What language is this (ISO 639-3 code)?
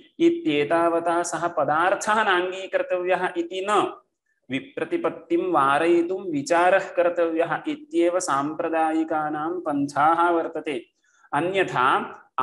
san